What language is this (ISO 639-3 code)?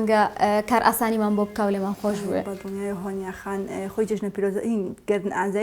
ckb